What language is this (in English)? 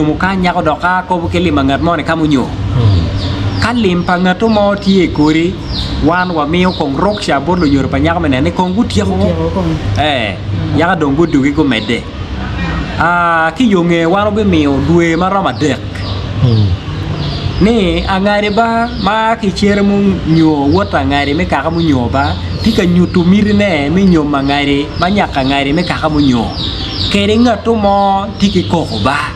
Acoli